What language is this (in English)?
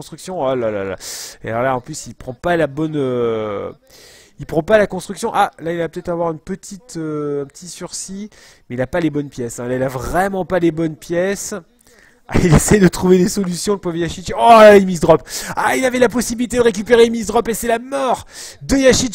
French